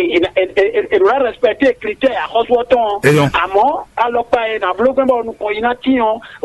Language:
Fon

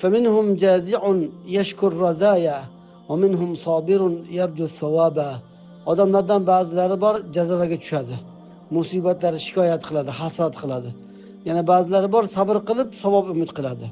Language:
Uzbek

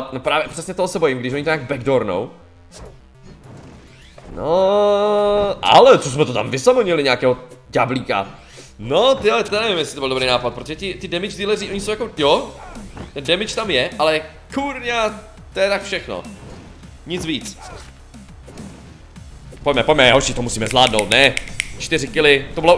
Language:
Czech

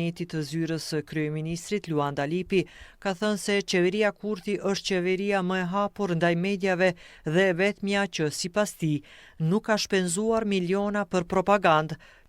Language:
Albanian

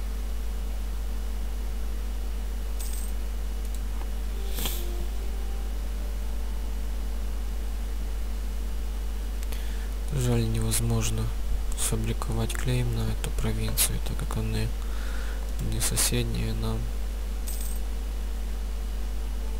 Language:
Russian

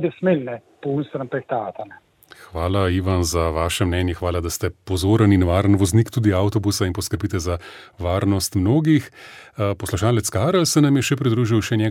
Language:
Slovenian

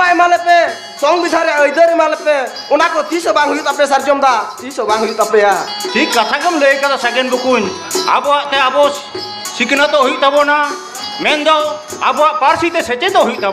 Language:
Santali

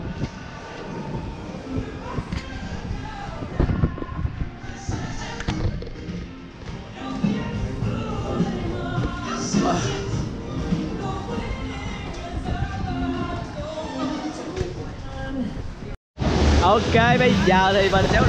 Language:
Vietnamese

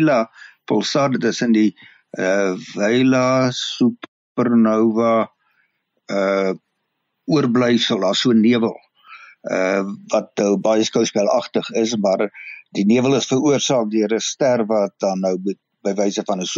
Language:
Afrikaans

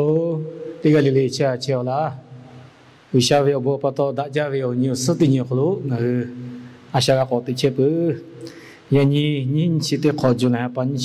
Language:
Lahu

